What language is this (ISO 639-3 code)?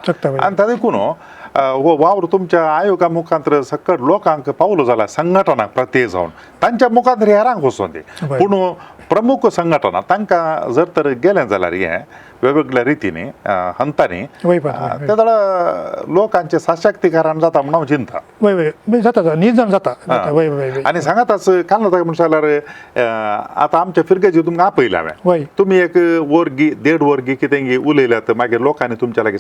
kok